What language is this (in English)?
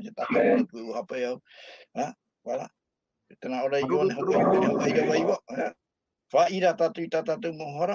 Tahitian